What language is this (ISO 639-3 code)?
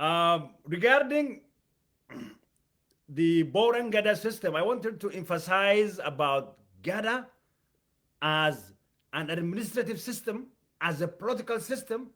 eng